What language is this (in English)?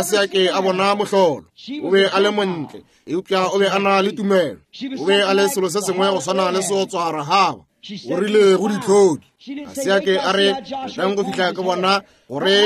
Northern Sotho